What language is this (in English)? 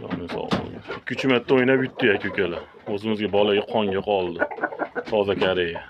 Uzbek